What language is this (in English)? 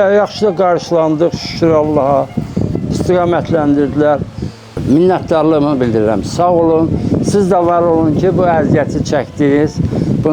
Azerbaijani